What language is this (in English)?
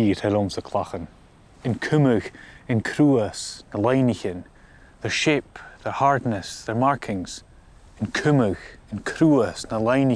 Scottish Gaelic